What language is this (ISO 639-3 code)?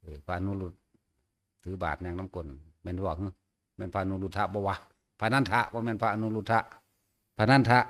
tts